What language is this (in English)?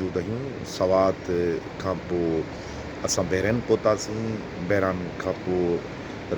Sindhi